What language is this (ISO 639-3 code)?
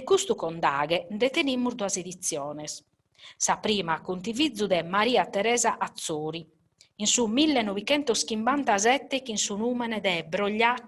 srd